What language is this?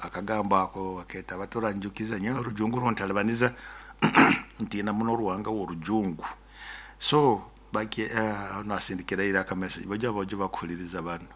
Nyoro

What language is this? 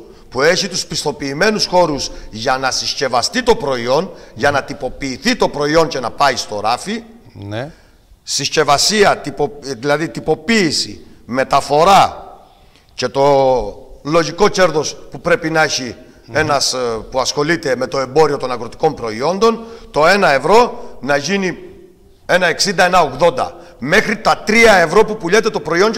Greek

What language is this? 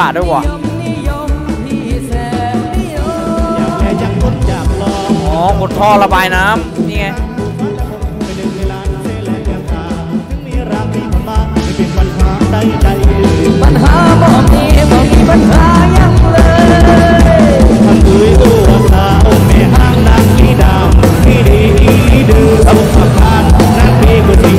Thai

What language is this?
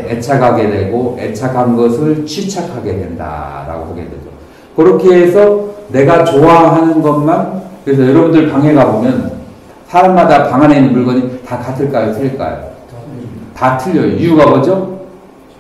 Korean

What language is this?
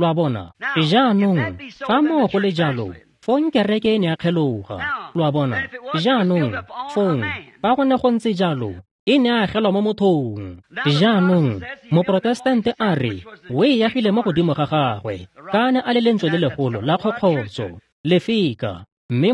Tswana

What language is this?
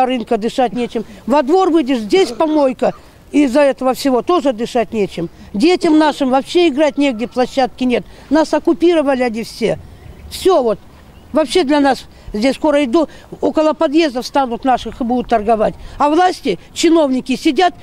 Russian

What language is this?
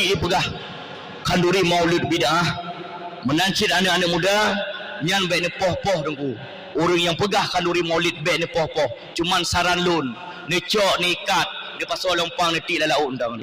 Achinese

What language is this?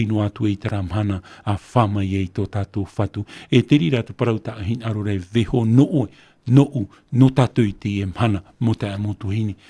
Tahitian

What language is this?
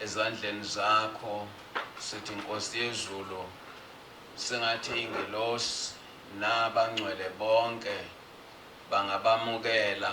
Zulu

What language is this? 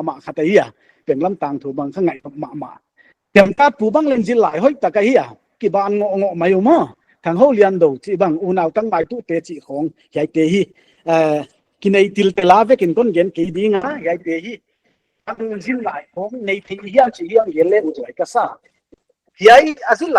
Paite Chin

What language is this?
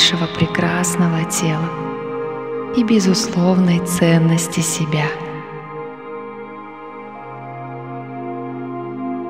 Russian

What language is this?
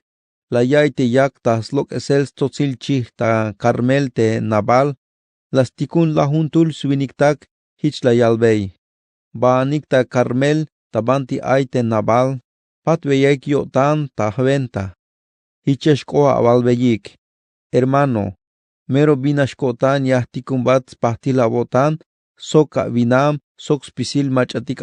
Tzeltal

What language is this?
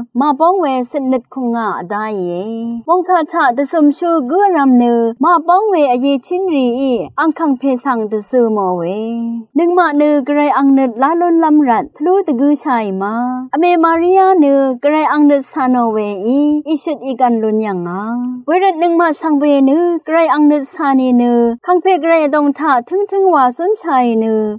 Rawang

